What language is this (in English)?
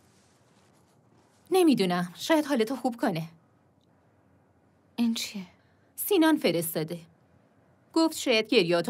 Persian